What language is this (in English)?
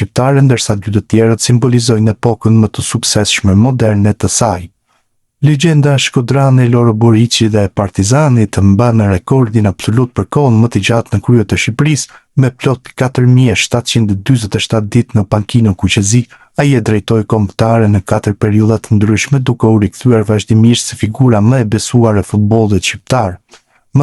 Albanian